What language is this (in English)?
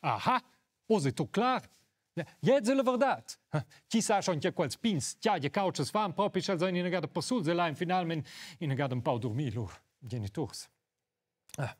Romansh